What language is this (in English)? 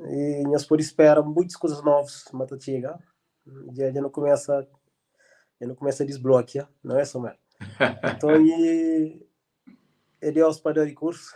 Kabuverdianu